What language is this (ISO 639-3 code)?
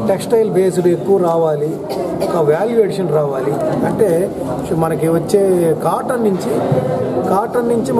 tel